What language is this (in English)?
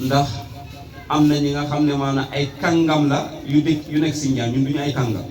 Wolof